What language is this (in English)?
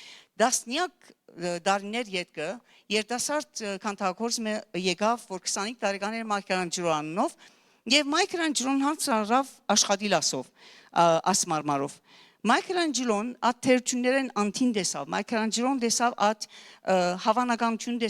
Western Armenian